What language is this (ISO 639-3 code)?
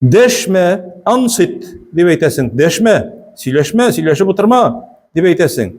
tat